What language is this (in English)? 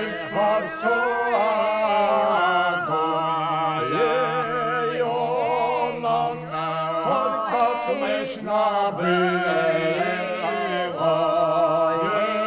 Russian